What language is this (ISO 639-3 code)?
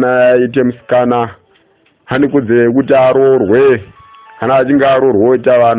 sna